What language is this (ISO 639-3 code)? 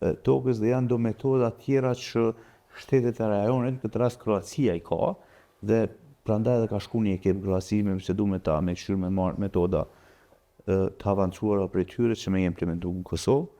sqi